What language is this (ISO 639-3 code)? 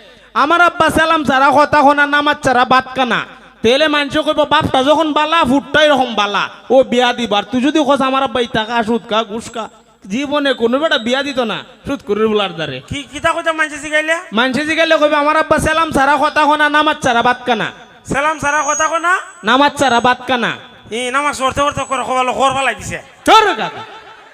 syl